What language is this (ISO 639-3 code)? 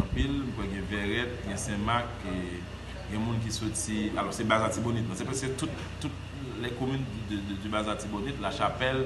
hat